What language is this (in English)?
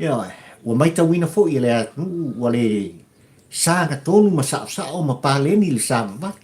Samoan